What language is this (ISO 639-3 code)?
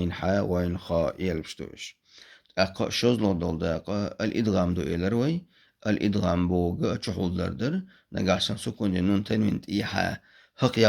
che